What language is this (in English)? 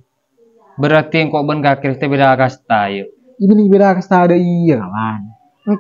Madurese